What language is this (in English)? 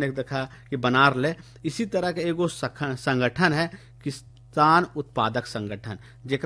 Bhojpuri